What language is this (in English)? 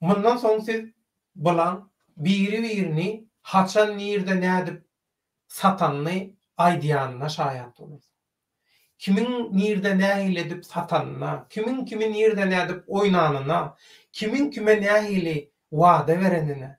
Turkmen